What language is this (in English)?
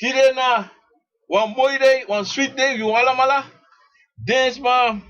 Sranan Tongo